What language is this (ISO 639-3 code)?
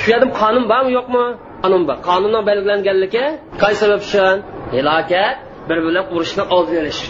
uig